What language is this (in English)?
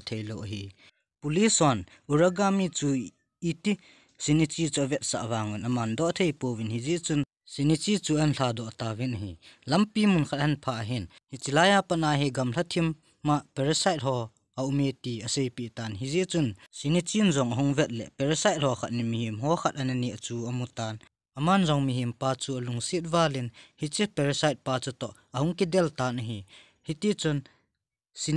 Thado Chin